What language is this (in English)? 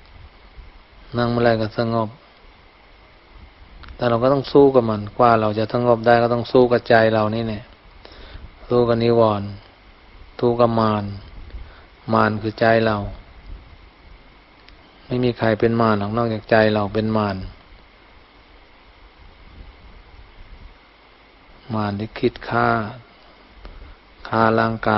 Thai